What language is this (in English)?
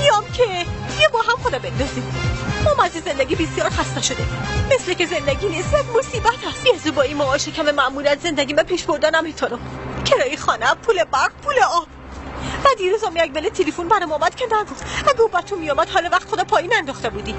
Persian